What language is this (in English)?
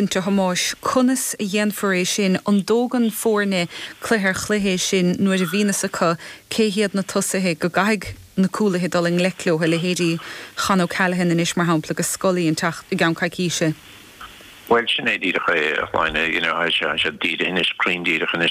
Irish